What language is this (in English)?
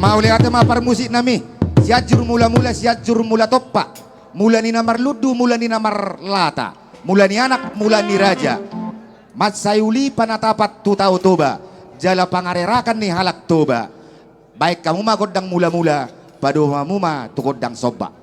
Batak Toba